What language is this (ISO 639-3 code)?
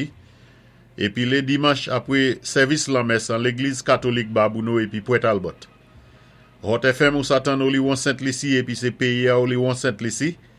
acf